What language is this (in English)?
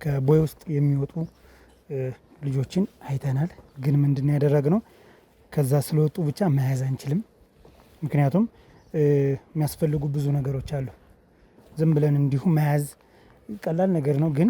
Amharic